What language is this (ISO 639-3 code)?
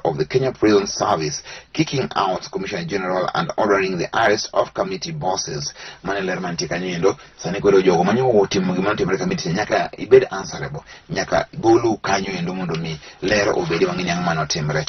luo